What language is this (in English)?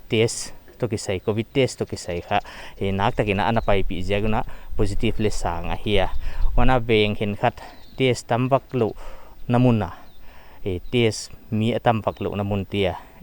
Paite Chin